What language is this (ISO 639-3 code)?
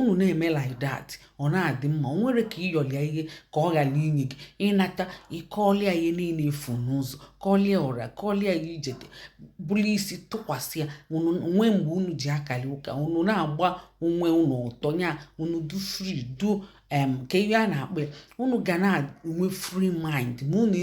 ibo